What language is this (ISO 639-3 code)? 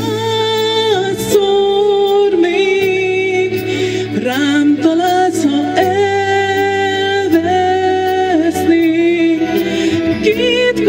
hun